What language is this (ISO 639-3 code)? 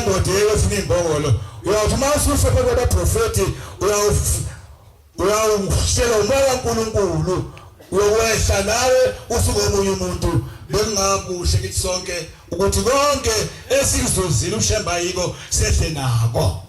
zul